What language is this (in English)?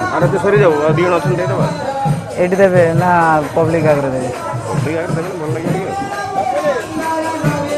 Odia